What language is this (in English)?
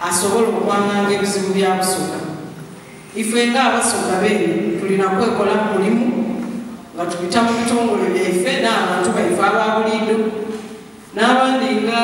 Soga